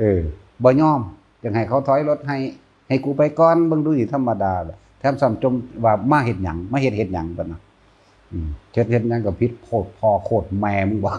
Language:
Northeastern Thai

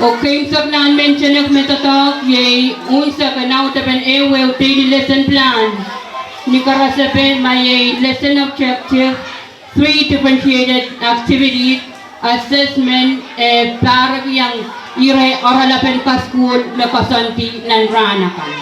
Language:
Pohnpeian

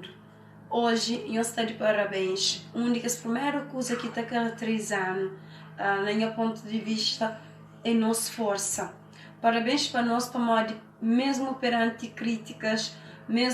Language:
Kabuverdianu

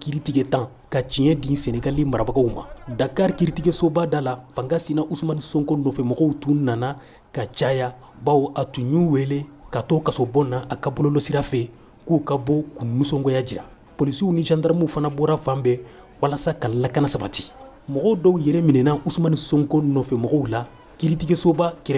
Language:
Bambara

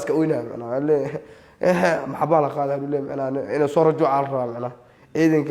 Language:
Somali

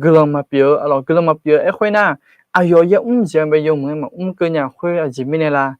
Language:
Akha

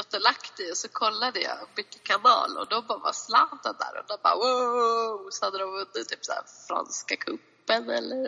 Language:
Swedish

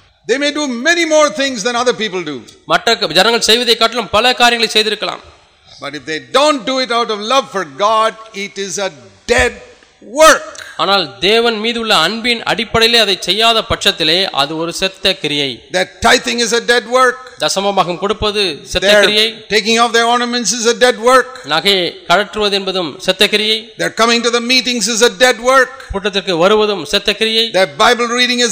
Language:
Tamil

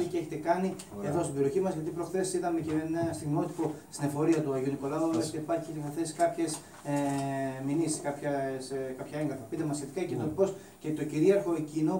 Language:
Greek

